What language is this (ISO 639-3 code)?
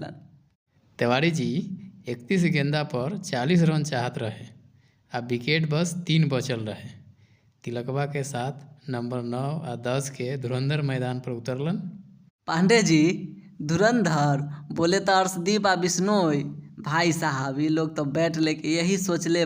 bho